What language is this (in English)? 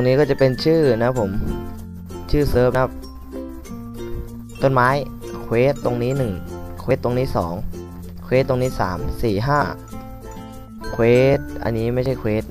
Thai